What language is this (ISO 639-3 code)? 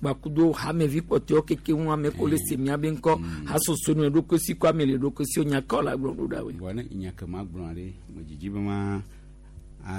gej